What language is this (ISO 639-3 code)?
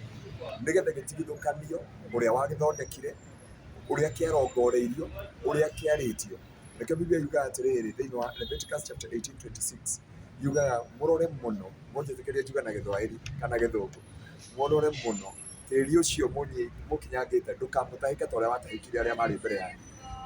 kik